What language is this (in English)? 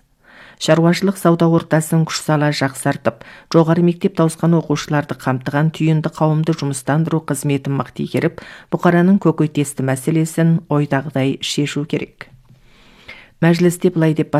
Kazakh